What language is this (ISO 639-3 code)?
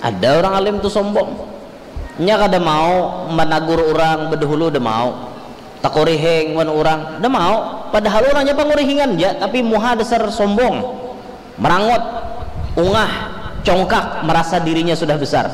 bjn